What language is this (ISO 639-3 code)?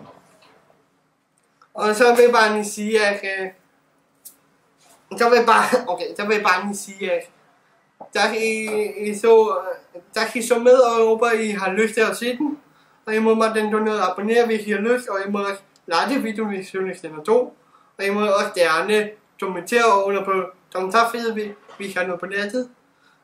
dan